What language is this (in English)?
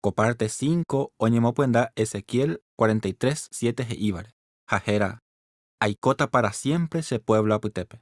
Guarani